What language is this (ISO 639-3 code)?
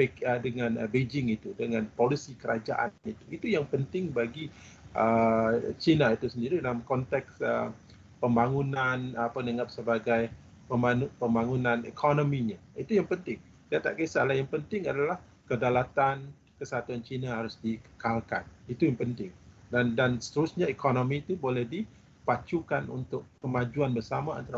msa